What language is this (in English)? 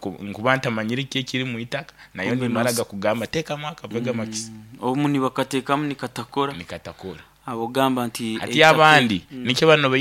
Nyoro